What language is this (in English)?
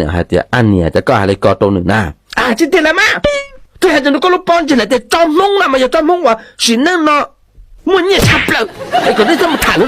Hmong